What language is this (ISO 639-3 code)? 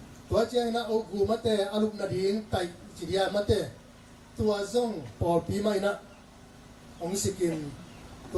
ctd